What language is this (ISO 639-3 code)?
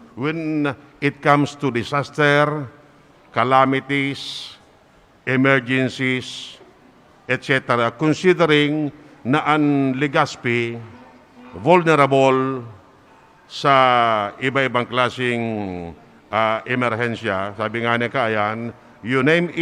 bik